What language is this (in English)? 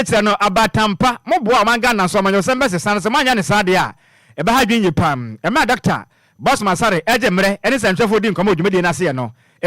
Akan